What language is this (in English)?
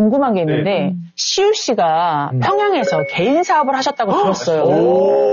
Korean